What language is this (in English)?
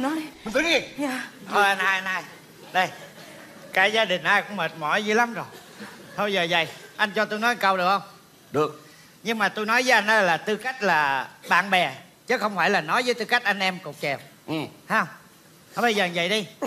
Vietnamese